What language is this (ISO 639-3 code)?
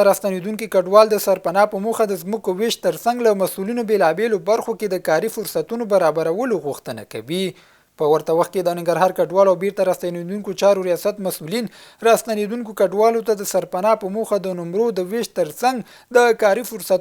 pus